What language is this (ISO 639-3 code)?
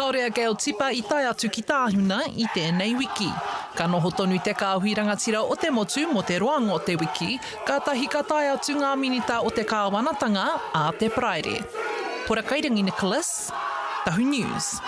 mri